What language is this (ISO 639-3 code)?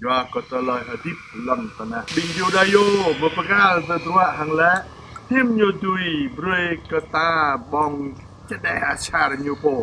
jra